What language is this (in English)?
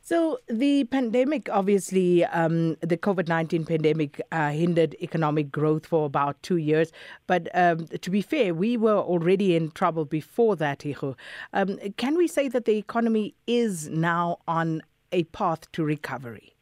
English